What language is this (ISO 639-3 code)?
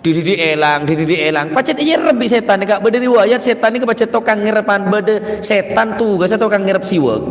mad